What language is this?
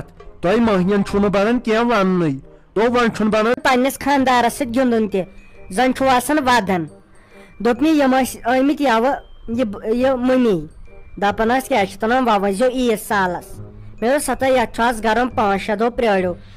Kashmiri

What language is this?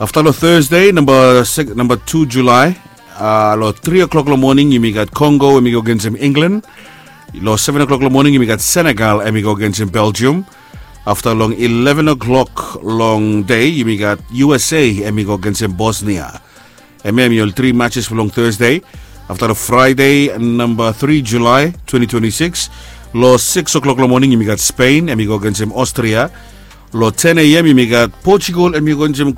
Bislama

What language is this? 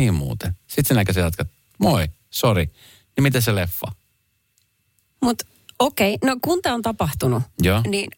Finnish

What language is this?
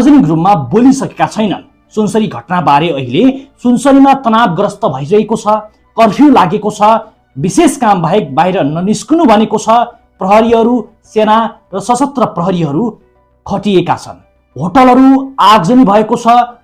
Nepali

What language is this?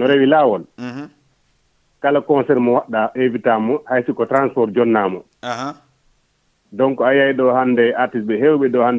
Fula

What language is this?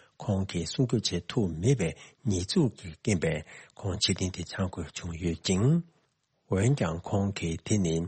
Tibetan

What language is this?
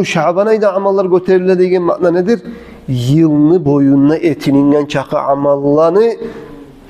Kumyk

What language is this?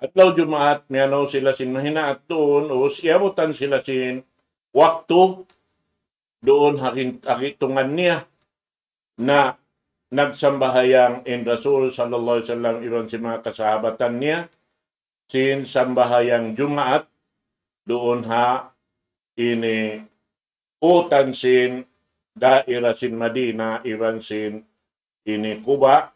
Tausug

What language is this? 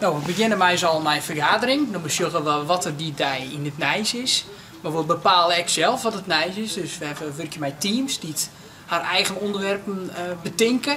Western Frisian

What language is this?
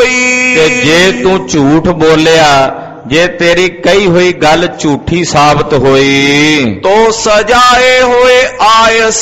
Punjabi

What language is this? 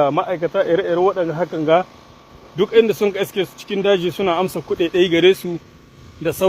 Hausa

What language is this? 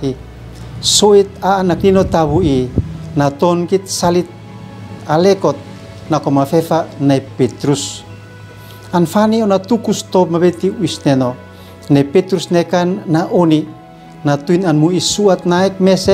Uab Meto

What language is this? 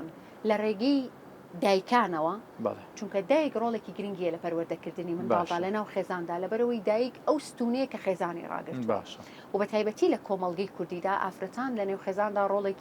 Central Kurdish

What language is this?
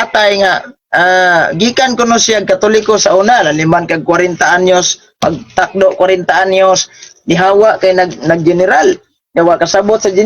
Cebuano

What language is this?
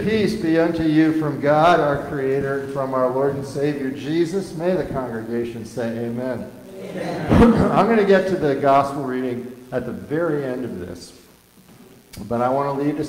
English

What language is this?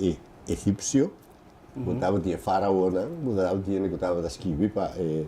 Papiamento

